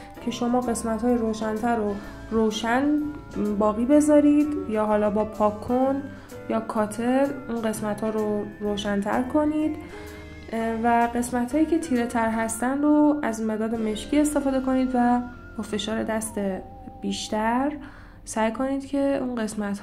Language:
Persian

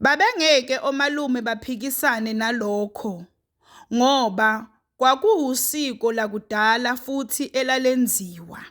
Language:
Zulu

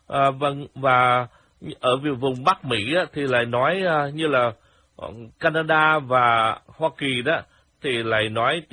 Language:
Vietnamese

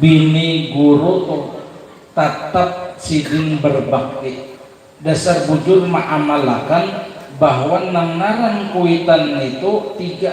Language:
Banjar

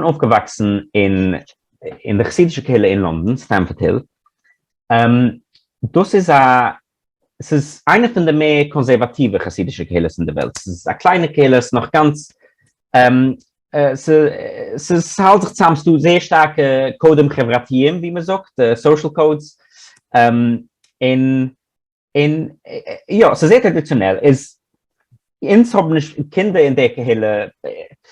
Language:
Yiddish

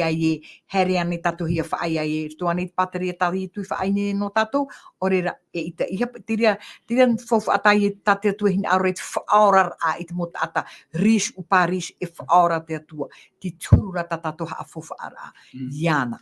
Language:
Tahitian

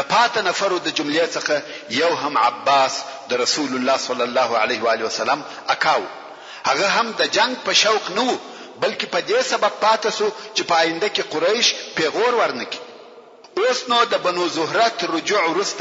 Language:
Pashto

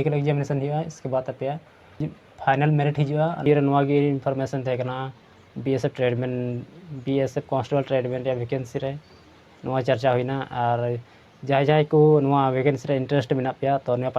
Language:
Santali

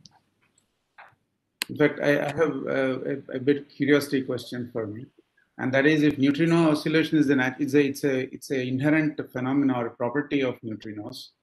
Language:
English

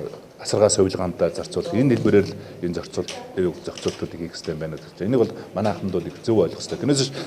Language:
Mongolian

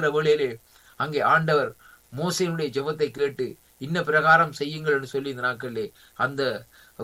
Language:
Tamil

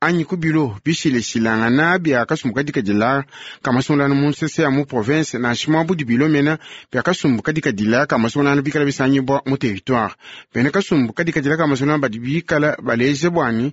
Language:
Luba-Lulua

